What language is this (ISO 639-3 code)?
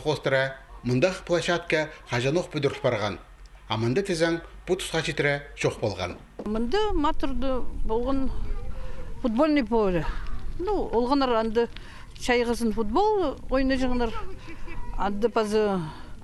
kjh